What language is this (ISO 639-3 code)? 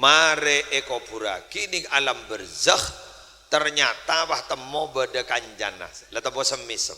mad